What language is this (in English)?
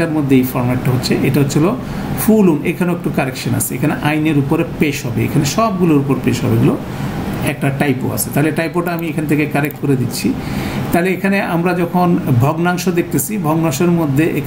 Bangla